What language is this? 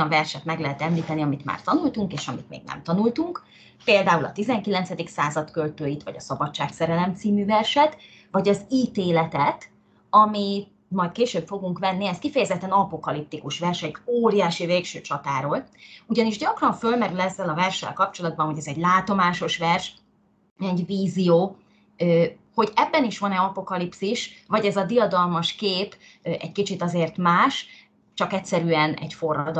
Hungarian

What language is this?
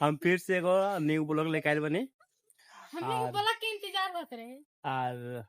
Bhojpuri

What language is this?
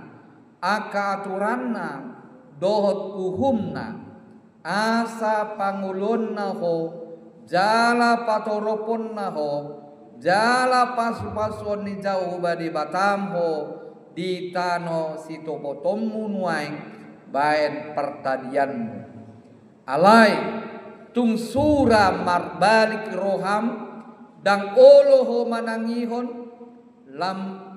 Batak Toba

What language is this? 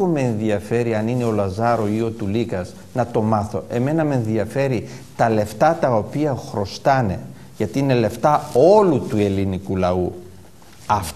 Greek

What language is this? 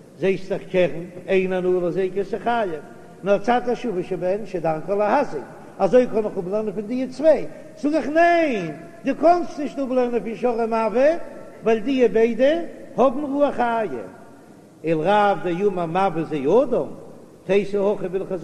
Yiddish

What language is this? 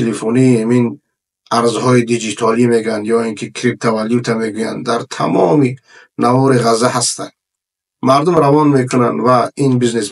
Persian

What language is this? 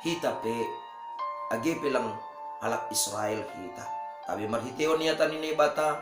Batak Simalungun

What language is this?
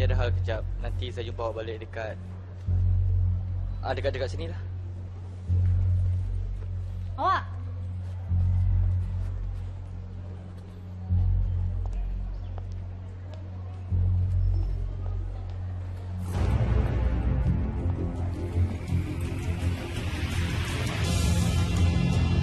Malay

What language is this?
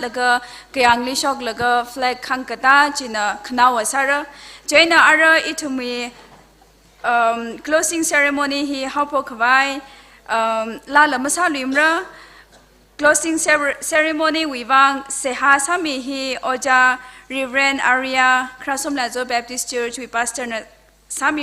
Tangkhul Naga (India)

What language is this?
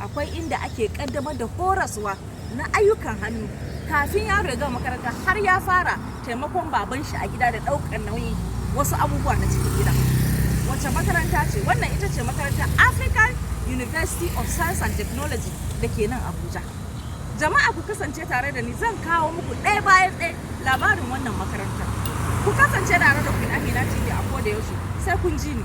Hausa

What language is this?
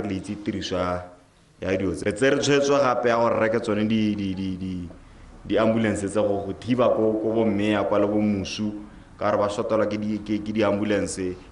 Tswana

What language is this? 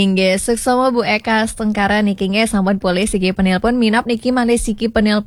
Balinese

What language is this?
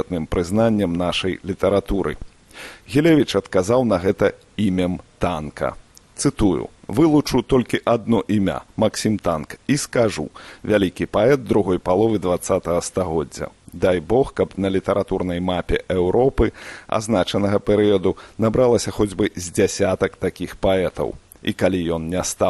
Belarusian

